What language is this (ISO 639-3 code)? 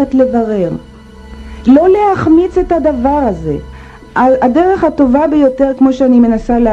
heb